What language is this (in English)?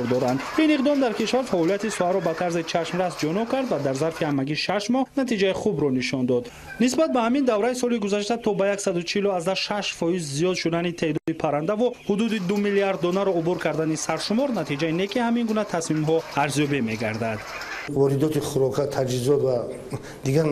Tajik